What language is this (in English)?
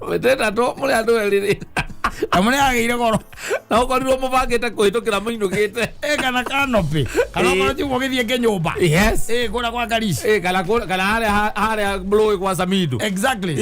Kikuyu